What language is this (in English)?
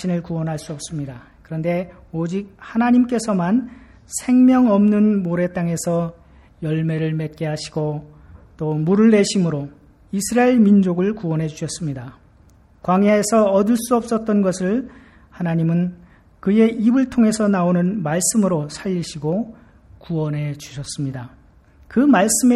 Korean